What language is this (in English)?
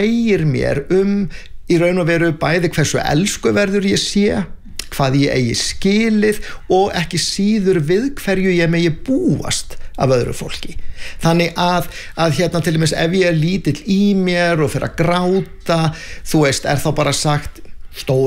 Icelandic